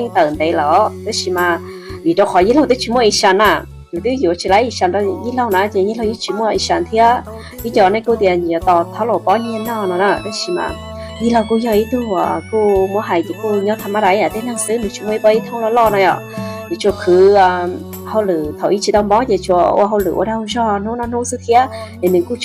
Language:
Hmong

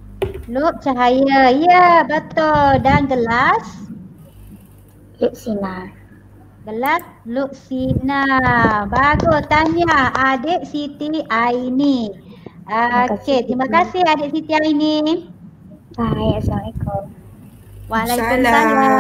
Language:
Malay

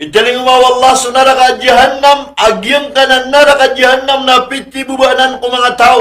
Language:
Maranao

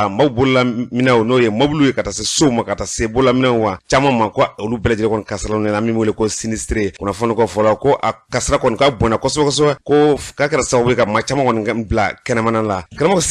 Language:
Bambara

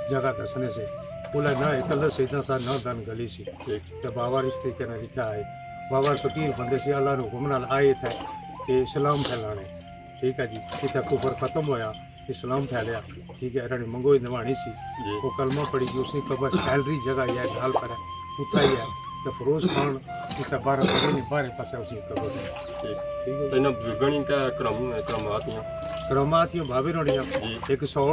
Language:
Pahari-Potwari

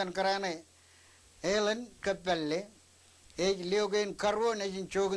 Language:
Marshallese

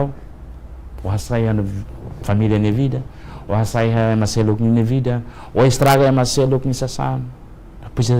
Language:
Tetum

